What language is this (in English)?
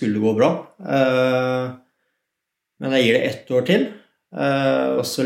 Norwegian